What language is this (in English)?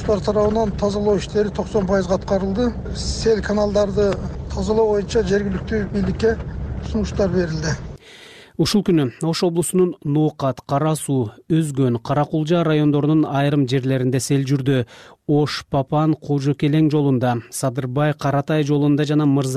Kyrgyz